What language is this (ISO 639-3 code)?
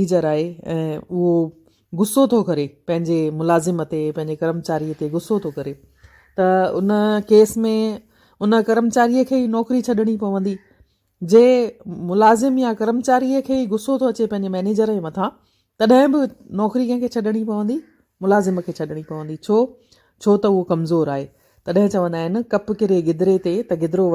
snd